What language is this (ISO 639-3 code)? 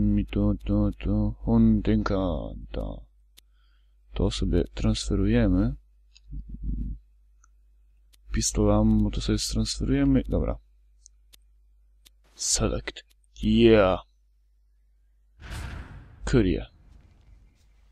pol